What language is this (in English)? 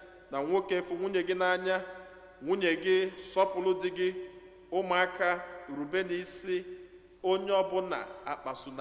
Igbo